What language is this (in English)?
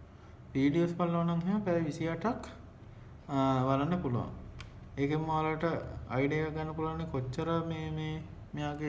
Sinhala